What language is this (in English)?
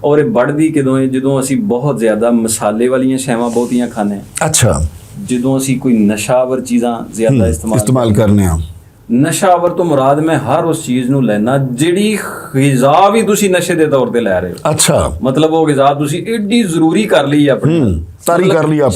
Western Panjabi